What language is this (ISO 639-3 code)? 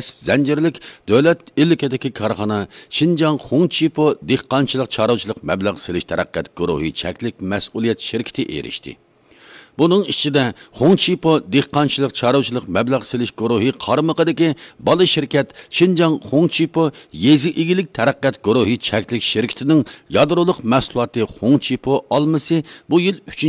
uig